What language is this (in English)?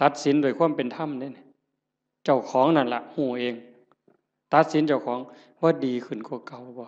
Northeastern Thai